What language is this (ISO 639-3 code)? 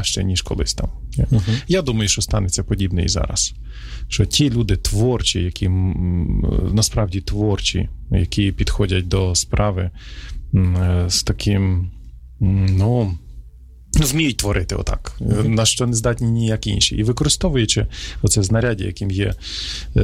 ukr